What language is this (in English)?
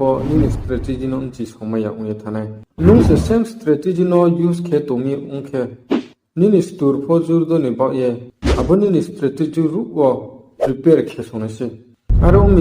Riang (India)